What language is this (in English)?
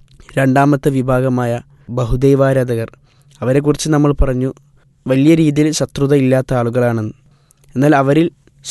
Malayalam